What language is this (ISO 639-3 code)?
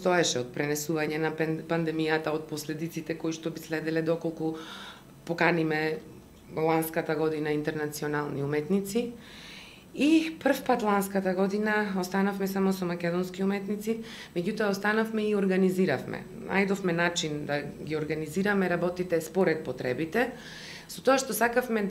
mkd